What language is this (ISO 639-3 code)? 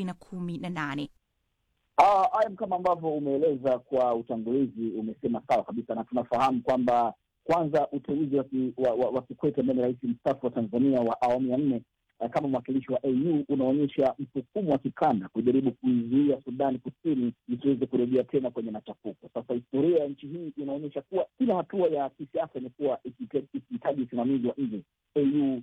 swa